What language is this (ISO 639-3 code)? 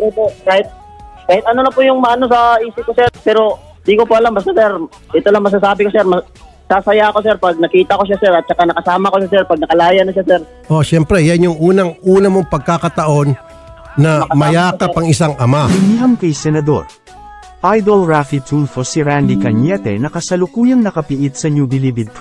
fil